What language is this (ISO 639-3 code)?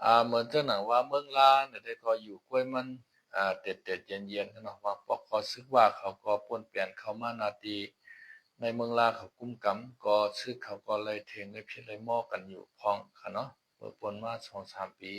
shn